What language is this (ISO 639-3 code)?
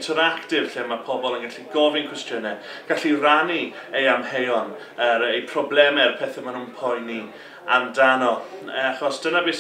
cym